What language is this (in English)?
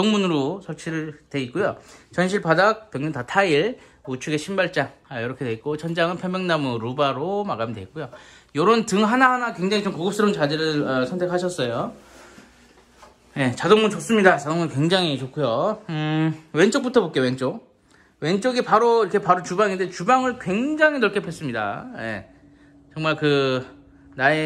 Korean